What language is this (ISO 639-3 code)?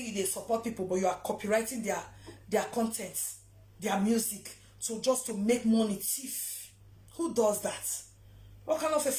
pcm